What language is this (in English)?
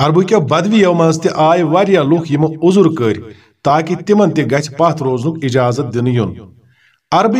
Kashmiri